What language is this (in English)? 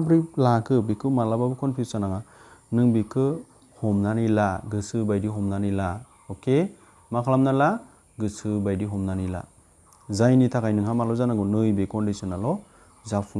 Bodo